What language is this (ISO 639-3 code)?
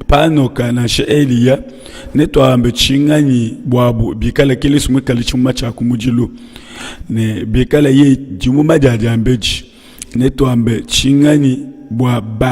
lua